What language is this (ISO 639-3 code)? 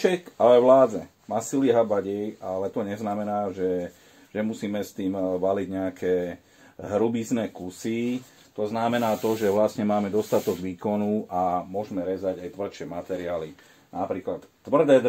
slk